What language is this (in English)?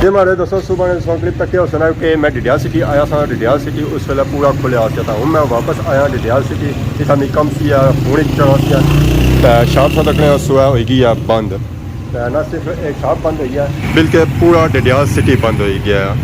Pahari-Potwari